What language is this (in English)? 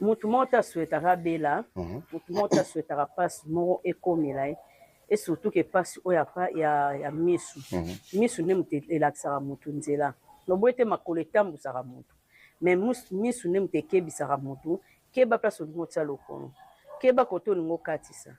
Lingala